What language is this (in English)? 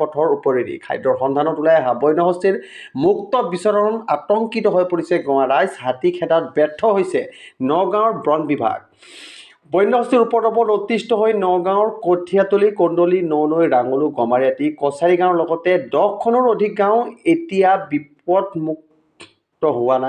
Assamese